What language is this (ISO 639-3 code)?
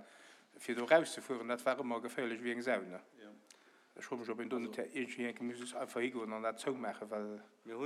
ltz